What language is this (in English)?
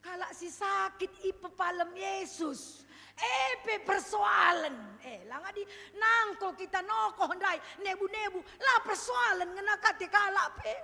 Batak Karo